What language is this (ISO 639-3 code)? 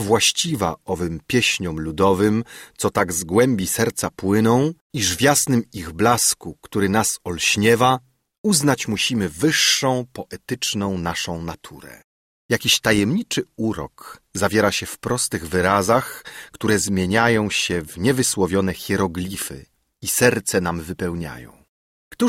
pol